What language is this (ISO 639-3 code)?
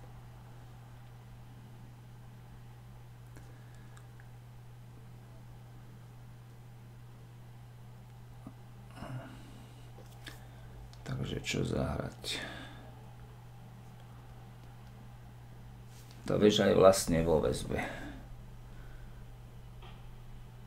slk